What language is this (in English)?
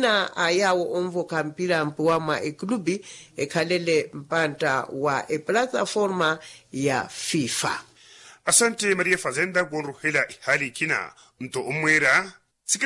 Makhuwa